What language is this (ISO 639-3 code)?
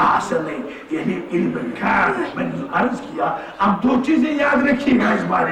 kas